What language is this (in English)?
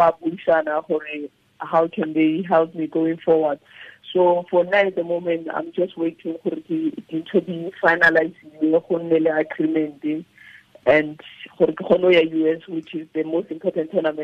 Tswana